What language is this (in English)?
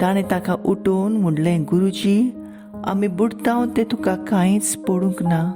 Konkani